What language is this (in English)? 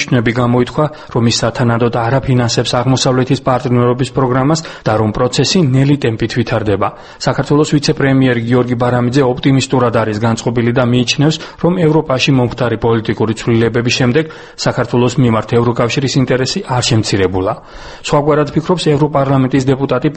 Georgian